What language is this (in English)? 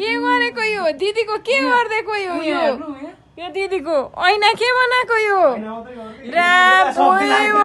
Nepali